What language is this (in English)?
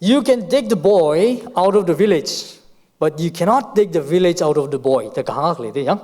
Tangkhul Naga (India)